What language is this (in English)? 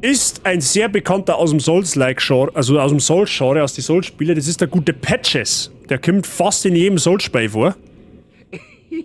Bavarian